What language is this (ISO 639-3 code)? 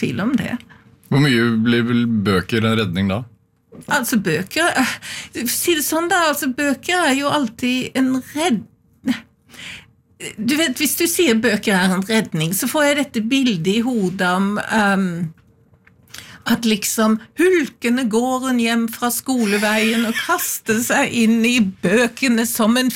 nor